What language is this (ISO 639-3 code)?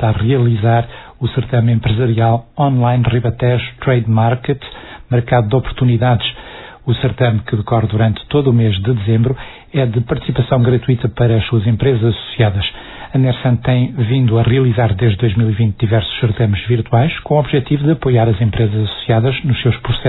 por